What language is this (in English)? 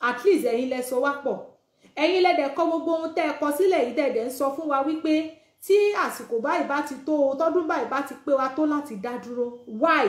Yoruba